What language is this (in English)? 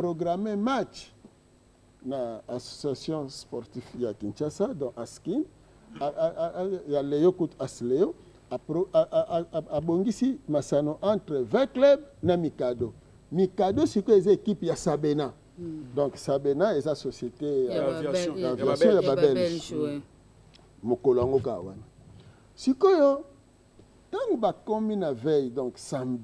Lingala